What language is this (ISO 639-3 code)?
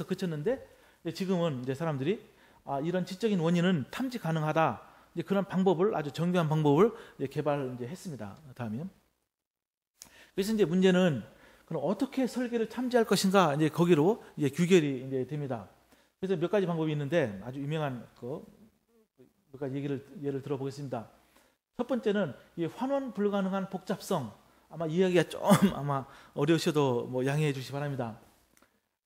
kor